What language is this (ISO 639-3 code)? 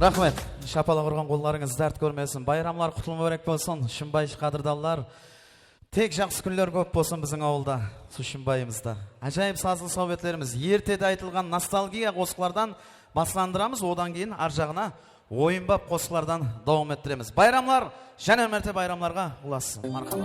kaa